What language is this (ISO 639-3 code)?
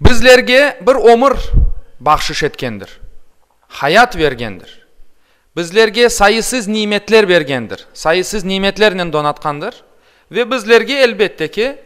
crh